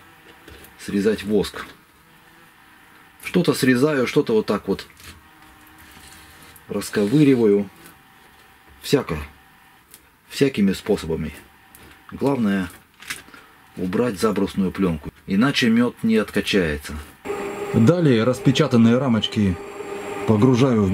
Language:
Russian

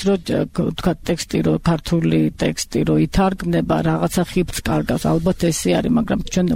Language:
Georgian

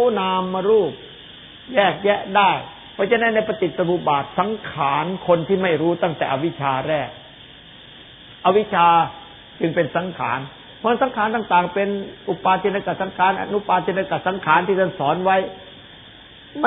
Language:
Thai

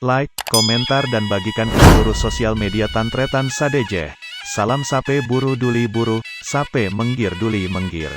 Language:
Madurese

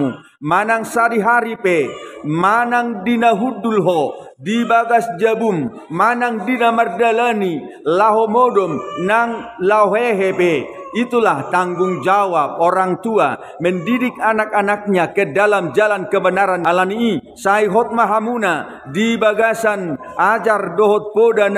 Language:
Batak Toba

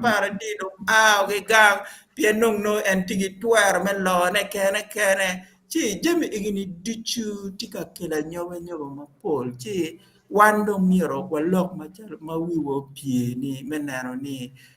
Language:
Acoli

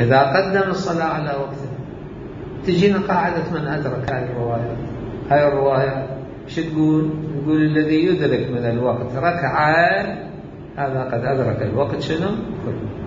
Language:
Mesopotamian Arabic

